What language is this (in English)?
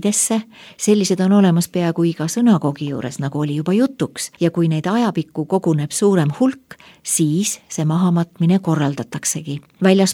Estonian